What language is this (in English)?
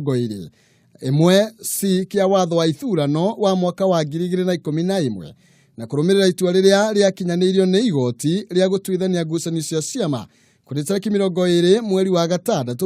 Kikuyu